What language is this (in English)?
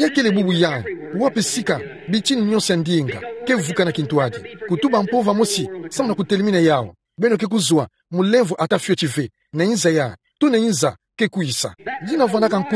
Kituba (Democratic Republic of Congo)